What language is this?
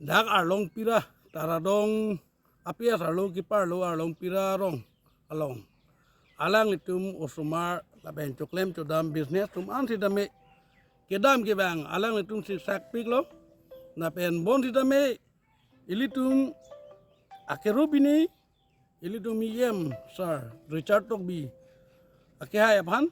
Karbi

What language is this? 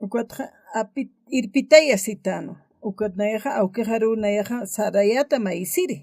Aymara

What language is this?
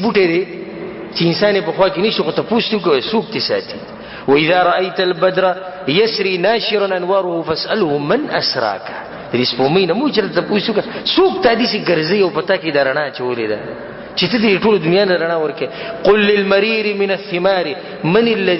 Pashto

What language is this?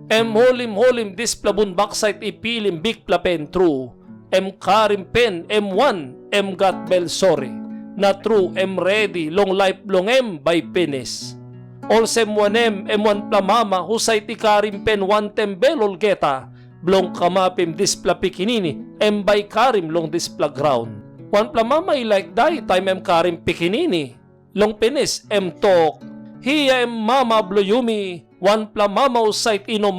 Tok Pisin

